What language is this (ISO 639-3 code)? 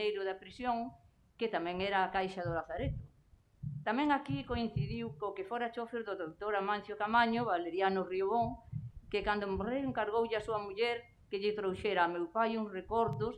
glg